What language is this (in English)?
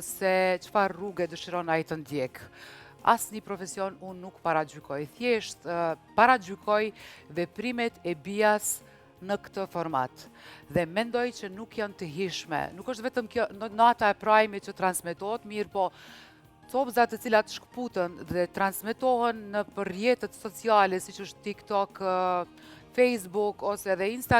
Albanian